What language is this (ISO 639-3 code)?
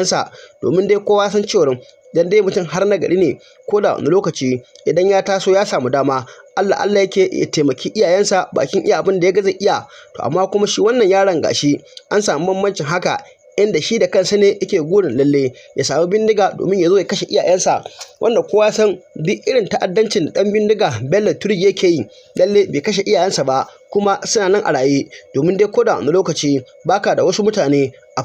hau